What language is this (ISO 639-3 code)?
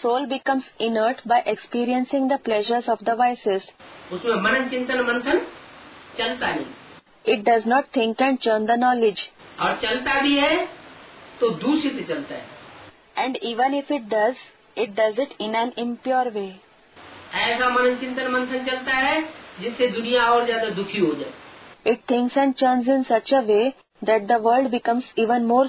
hin